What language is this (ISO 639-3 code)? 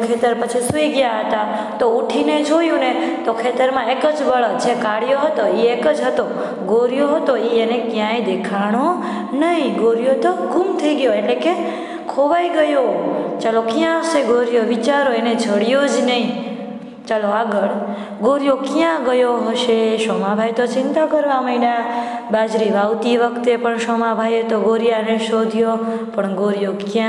guj